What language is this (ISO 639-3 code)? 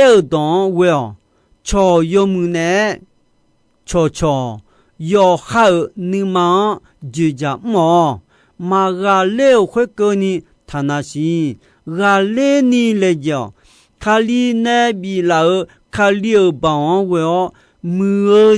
ahk